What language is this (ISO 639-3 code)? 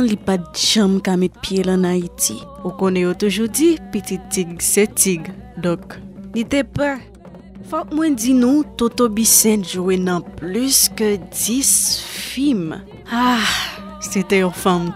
hat